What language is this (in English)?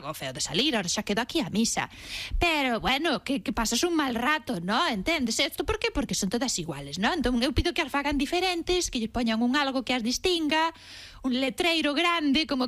Galician